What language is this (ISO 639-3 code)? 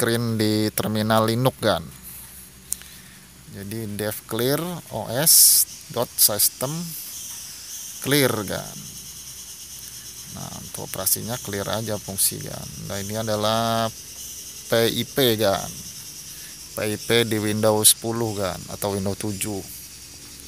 ind